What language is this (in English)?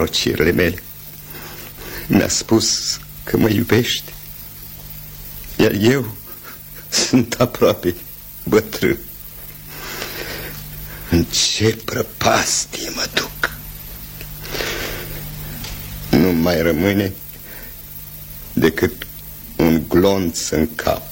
Romanian